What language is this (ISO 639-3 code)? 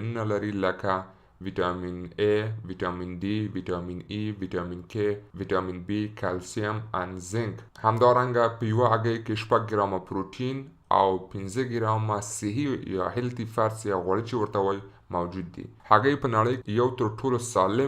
pus